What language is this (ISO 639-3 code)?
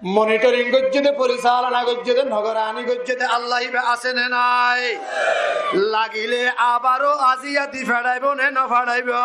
rhg